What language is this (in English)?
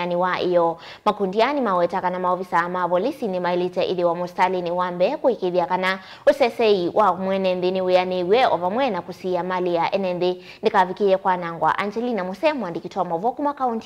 Kamba